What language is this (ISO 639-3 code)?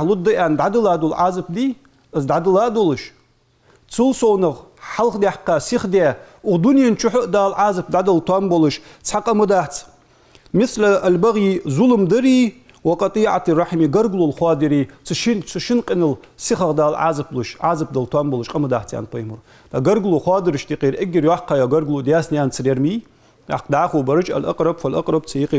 inh